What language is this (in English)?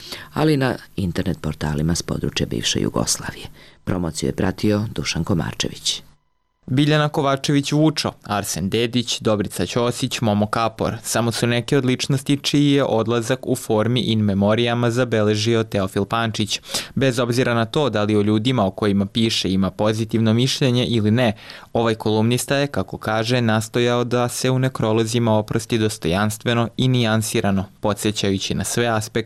Serbian